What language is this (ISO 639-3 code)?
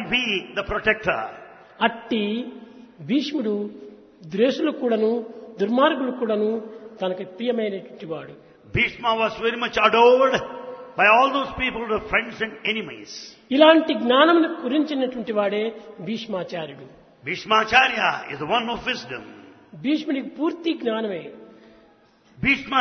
tel